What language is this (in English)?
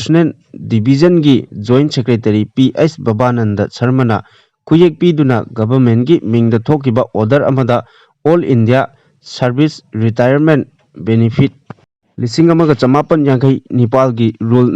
Manipuri